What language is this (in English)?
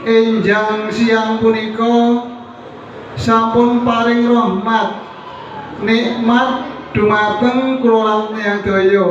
Javanese